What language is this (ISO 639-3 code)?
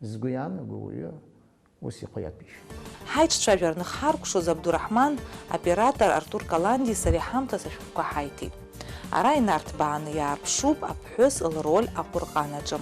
abk